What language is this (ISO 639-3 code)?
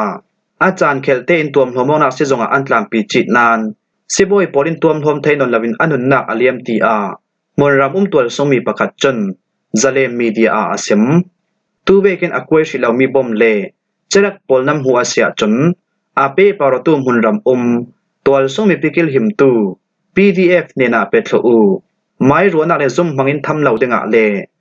cfm